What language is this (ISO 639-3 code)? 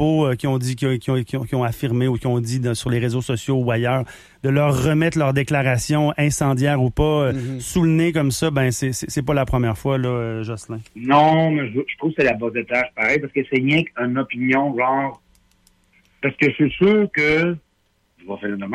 fra